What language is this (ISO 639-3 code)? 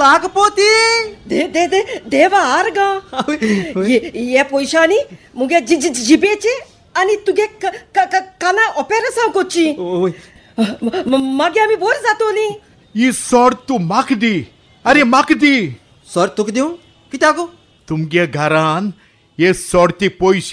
kok